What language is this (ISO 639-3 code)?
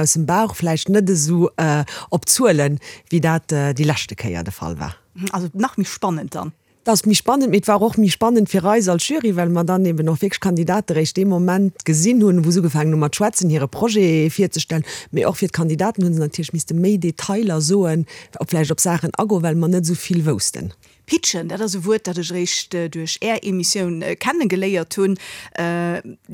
ltz